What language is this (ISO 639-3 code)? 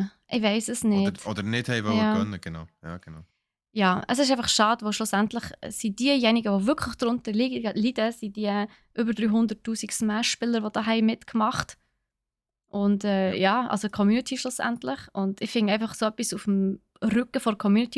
gsw